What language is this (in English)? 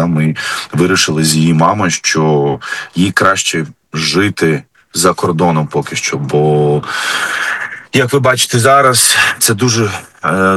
Ukrainian